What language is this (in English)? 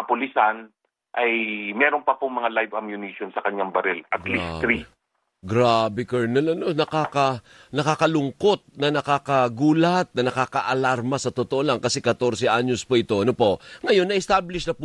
Filipino